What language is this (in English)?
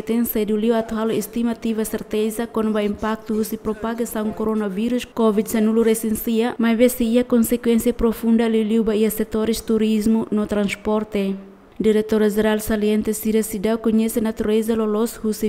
Tetum